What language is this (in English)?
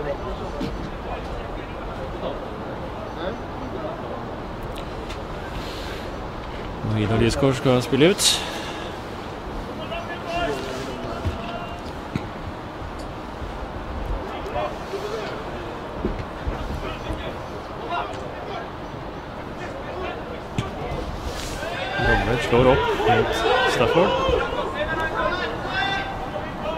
Norwegian